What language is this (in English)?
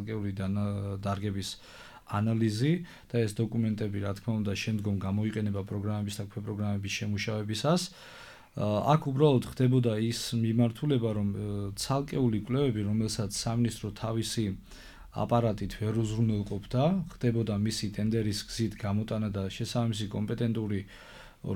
Georgian